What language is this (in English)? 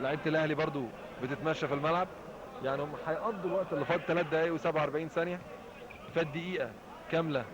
Egyptian Arabic